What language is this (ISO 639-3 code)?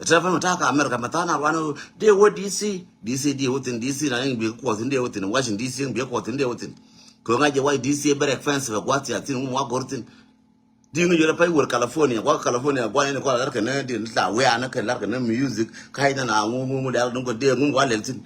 nus